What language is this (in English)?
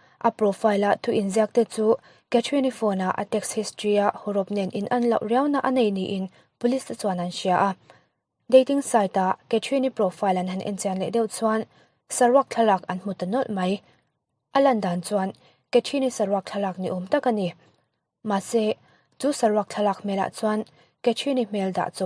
Mizo